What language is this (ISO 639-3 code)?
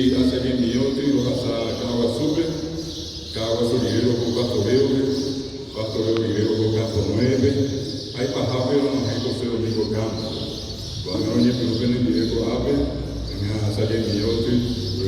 grn